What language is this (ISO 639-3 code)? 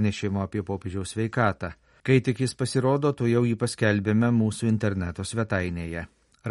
lit